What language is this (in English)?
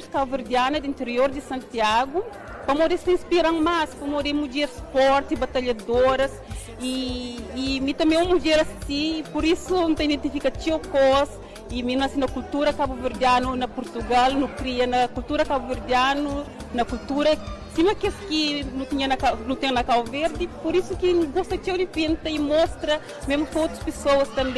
Kabuverdianu